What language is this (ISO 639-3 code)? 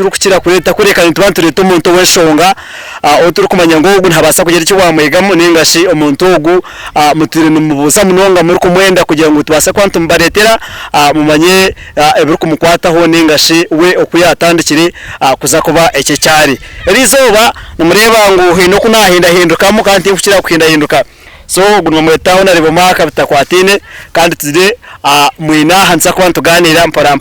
nyn